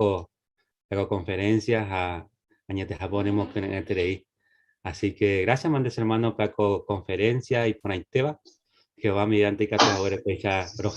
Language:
Guarani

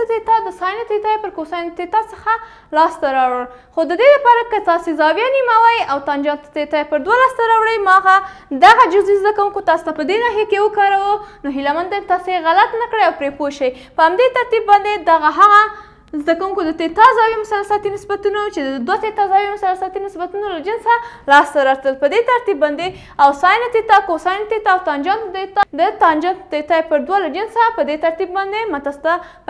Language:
Pashto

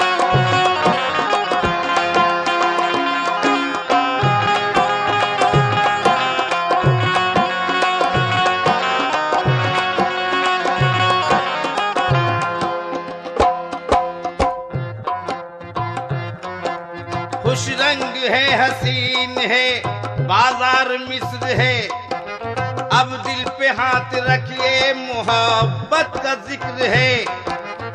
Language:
Hindi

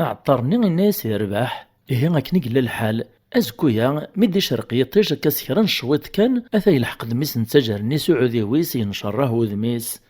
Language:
Kabyle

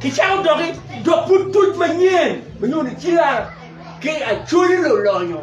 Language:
Acoli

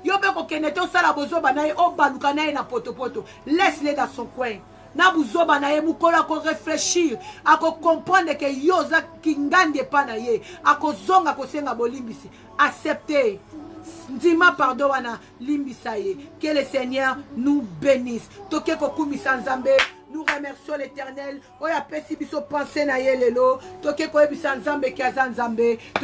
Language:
Lingala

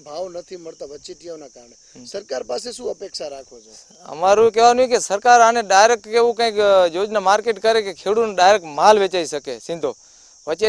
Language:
Gujarati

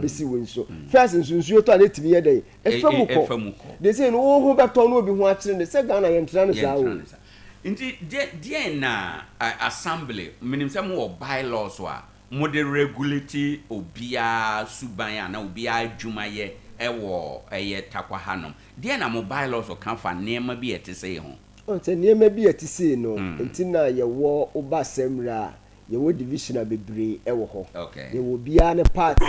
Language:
Akan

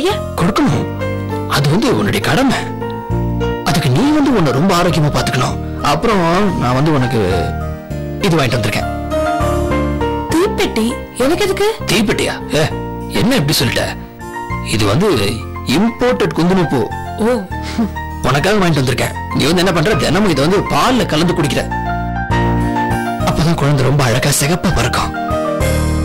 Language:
Tamil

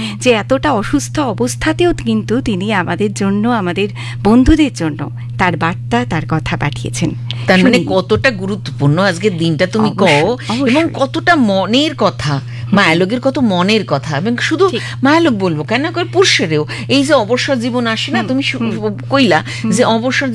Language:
Bangla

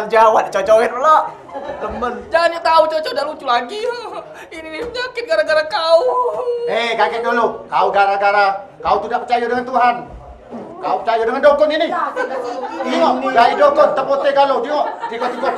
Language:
Musi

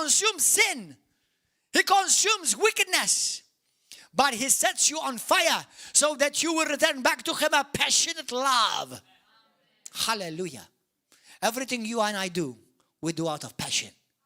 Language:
English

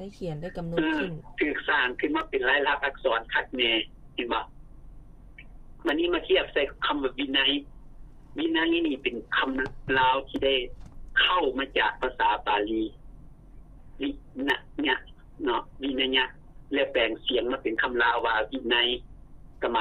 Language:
Lao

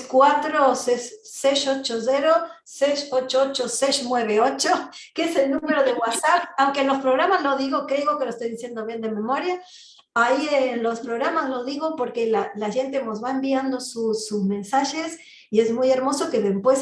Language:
Ladino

